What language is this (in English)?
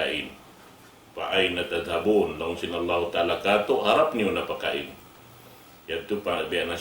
Tausug